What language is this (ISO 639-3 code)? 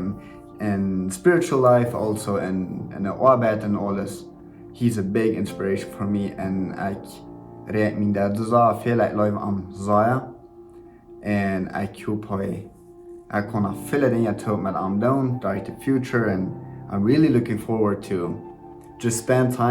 pdt